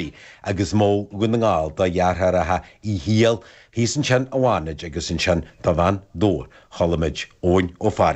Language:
Irish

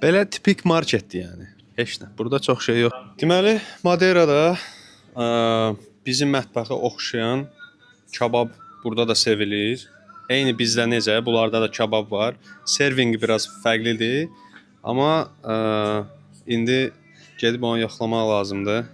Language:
Azerbaijani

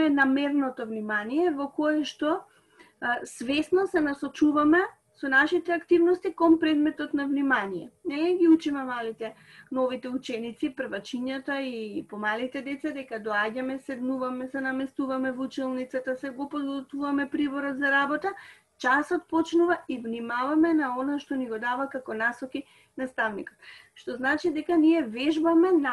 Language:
Macedonian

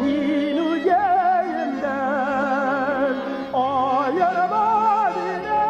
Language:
Bashkir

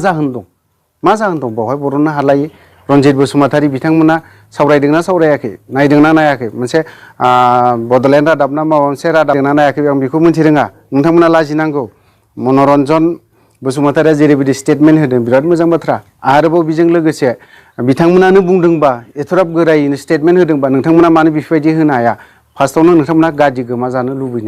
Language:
Bodo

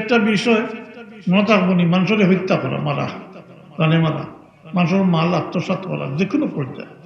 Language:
Sylheti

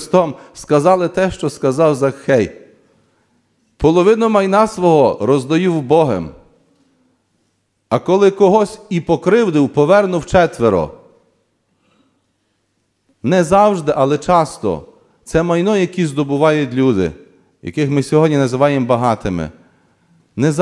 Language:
Ukrainian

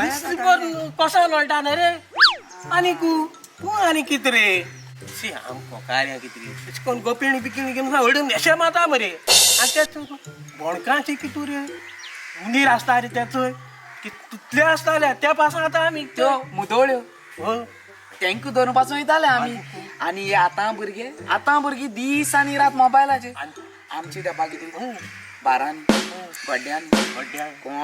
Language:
Konkani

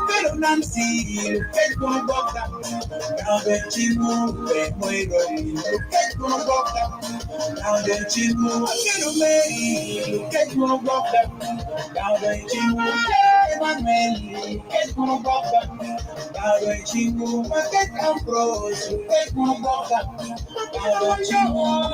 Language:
Acoli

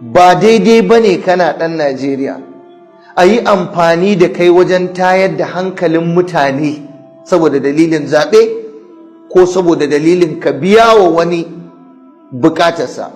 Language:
Hausa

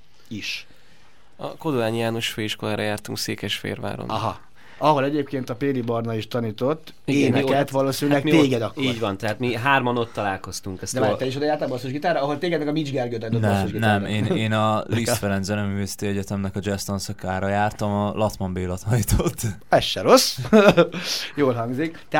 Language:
Hungarian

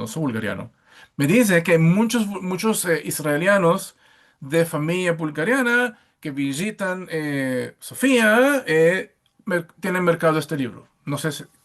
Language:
Ladino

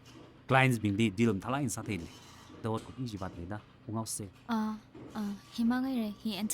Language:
Tangkhul Naga (India)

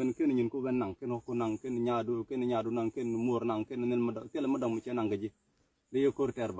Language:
Nuer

